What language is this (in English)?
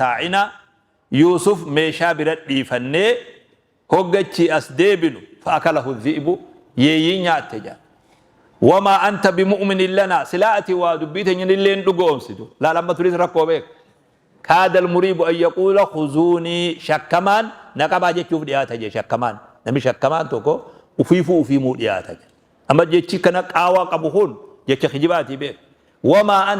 Oromo